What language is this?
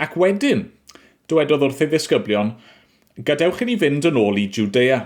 Welsh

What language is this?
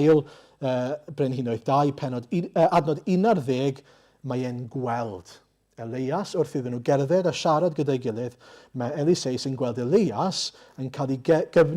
Welsh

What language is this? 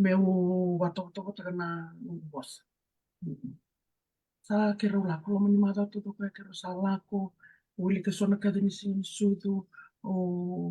Fijian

